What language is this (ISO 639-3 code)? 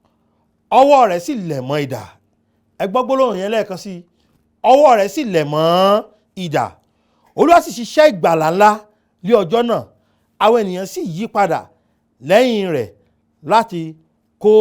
yor